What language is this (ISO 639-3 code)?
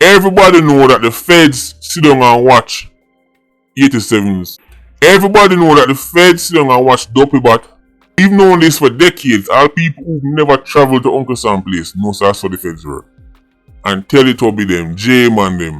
jam